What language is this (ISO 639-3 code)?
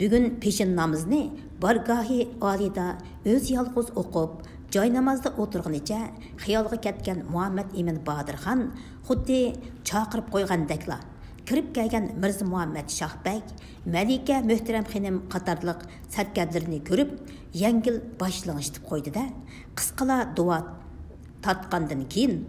uig